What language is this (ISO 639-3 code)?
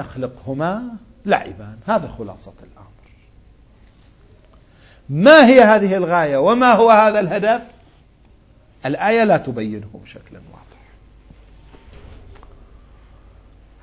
ara